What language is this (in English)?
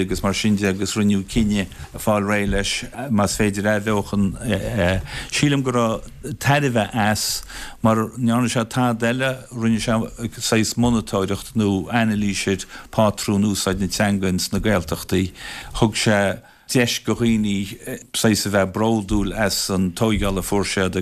Irish